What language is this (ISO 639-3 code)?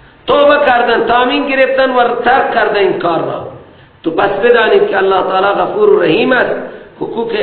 fas